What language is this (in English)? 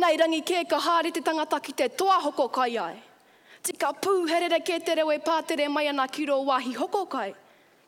Māori